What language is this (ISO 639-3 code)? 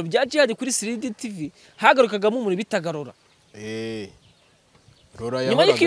kin